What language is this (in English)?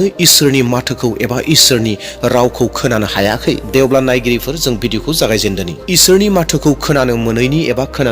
Bodo